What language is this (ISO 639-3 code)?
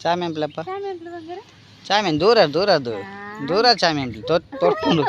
tcy